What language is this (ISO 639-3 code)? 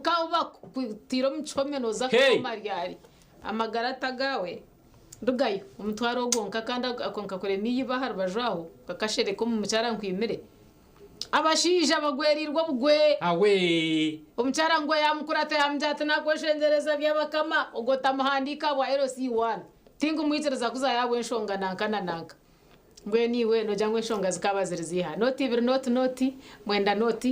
nyn